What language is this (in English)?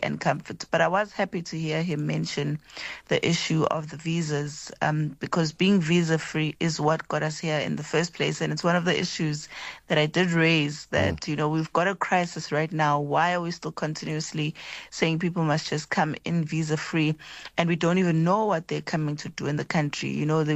Afrikaans